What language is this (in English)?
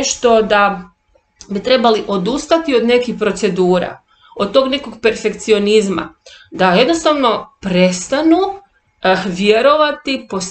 Croatian